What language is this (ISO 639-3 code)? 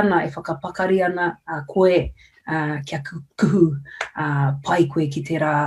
mri